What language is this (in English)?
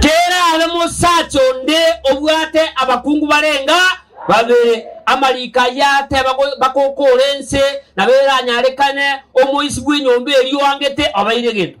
Gusii